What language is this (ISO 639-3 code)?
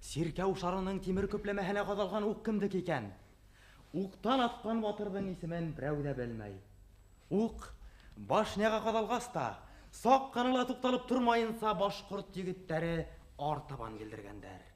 bak